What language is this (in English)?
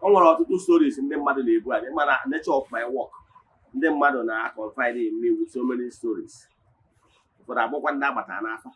Igbo